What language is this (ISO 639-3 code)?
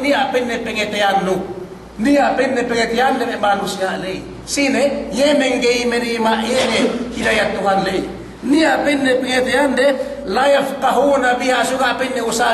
yka